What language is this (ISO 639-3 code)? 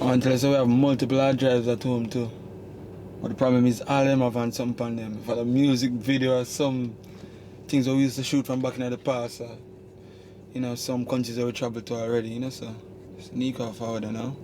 jam